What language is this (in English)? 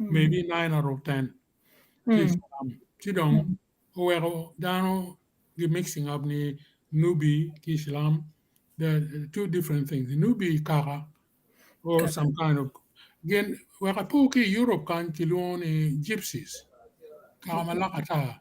Acoli